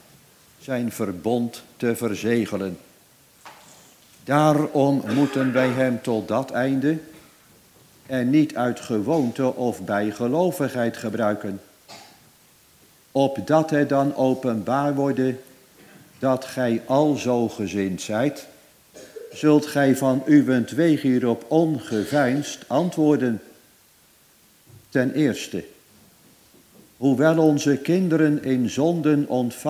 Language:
Dutch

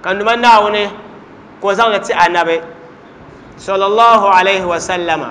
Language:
Dagbani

